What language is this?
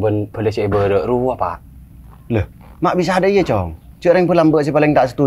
Madurese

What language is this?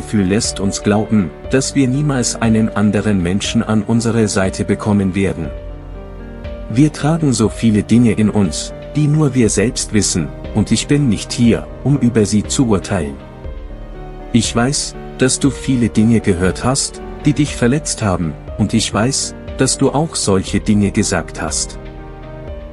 German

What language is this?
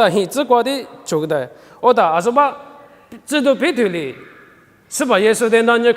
Lisu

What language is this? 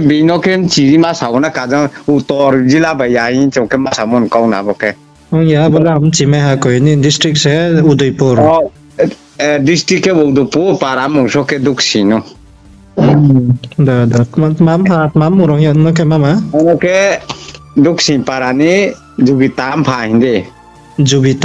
Riang (India)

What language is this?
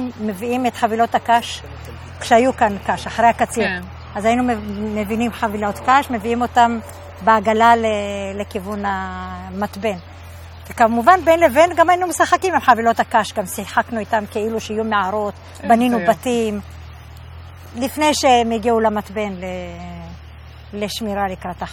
Hebrew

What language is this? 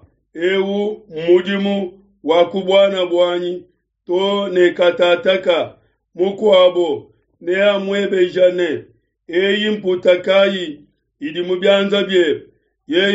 Luba-Lulua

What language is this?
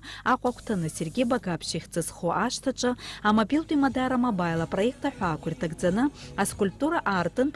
Abkhazian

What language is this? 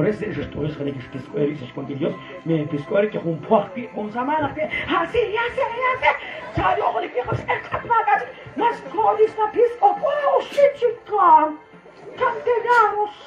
Kekchí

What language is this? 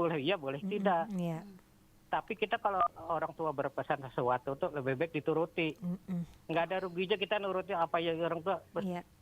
Banjar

